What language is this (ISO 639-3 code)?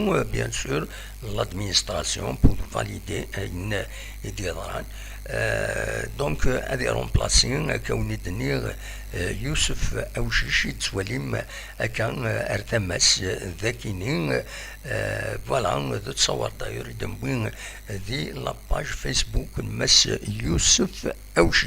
kab